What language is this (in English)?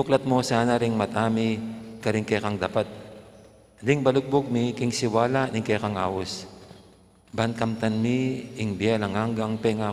Pampanga